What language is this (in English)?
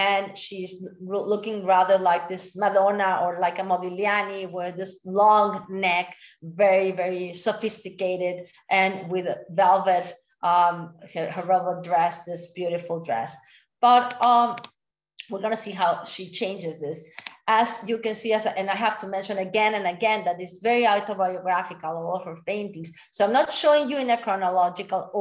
English